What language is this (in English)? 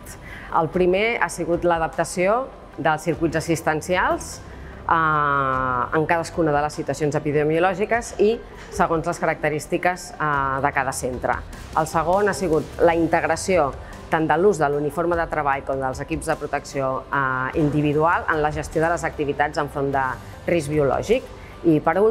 Catalan